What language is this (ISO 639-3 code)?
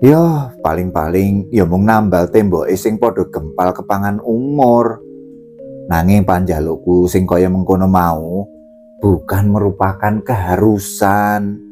jav